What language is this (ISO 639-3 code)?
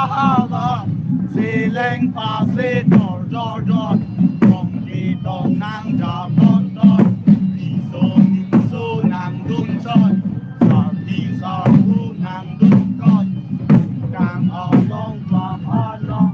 mjw